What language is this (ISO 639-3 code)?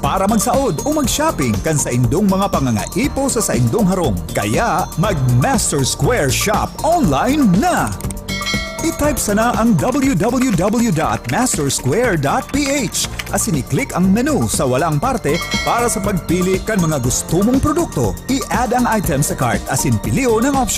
bik